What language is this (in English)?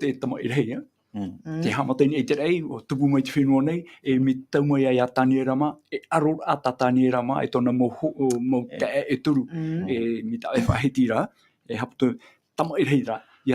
Tahitian